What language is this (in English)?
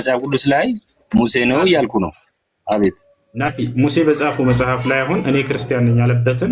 Amharic